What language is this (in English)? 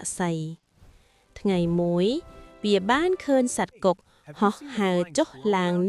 Khmer